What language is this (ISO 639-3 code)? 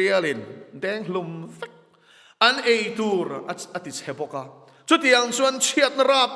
lus